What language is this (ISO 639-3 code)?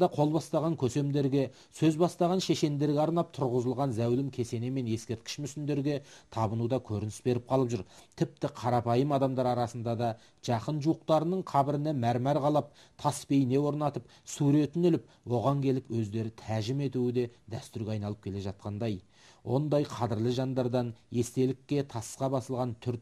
kaz